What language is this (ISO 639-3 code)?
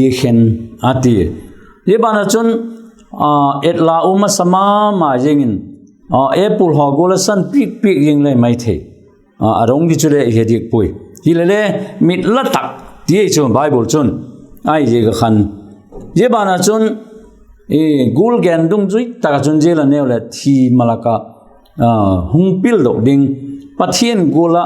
vap